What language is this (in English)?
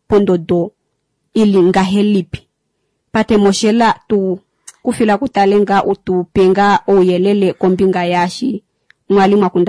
Kuanyama